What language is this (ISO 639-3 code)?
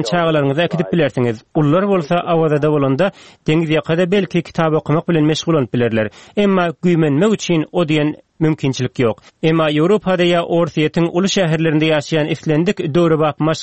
tuk